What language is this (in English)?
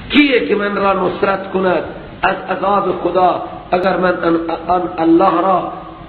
Persian